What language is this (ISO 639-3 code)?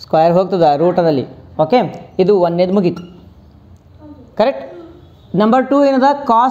kan